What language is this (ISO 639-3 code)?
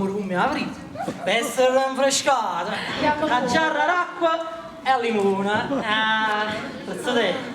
nap